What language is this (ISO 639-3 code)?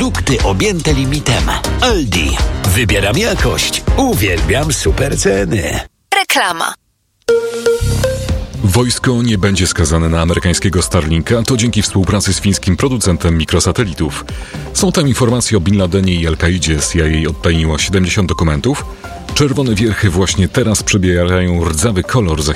pol